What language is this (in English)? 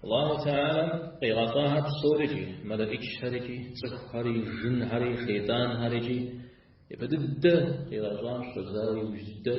Kabardian